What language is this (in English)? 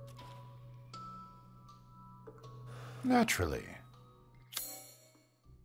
English